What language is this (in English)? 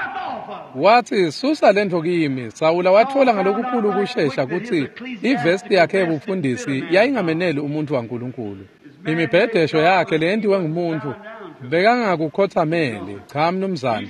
Swati